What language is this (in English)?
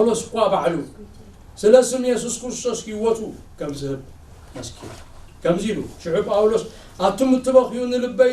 Tigrinya